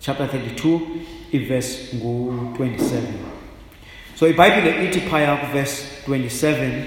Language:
Xhosa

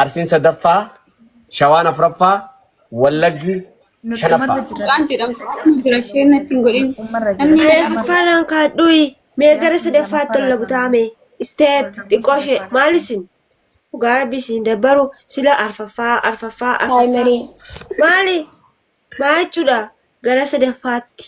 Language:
Oromo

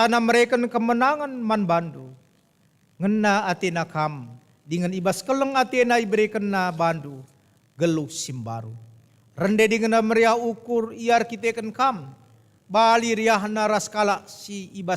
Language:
Batak Karo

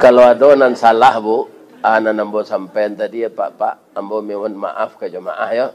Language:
Minangkabau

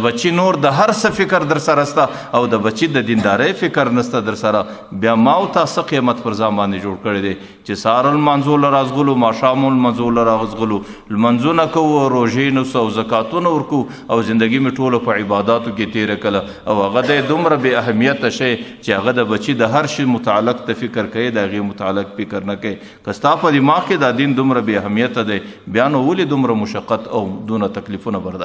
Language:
Pashto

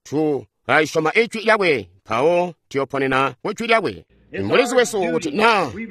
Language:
Tonga (Zambia)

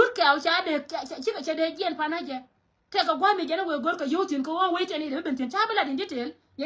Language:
Nuer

